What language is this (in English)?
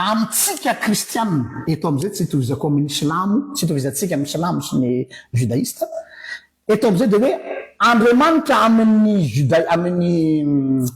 Malagasy